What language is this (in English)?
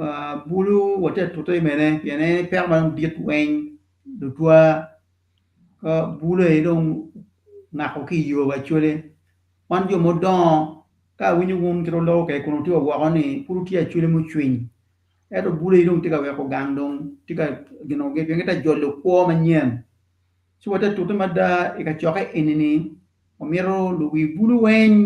Acoli